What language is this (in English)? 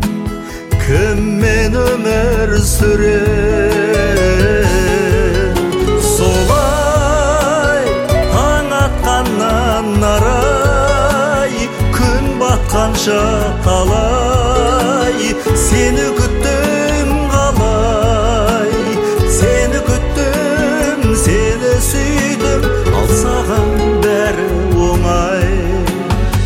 Kazakh